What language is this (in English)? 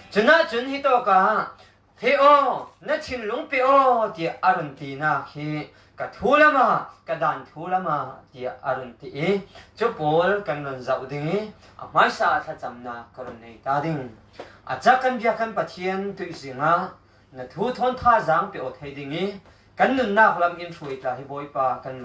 Falam Chin